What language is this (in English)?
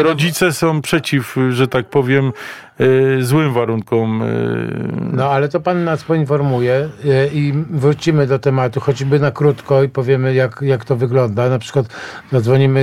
Polish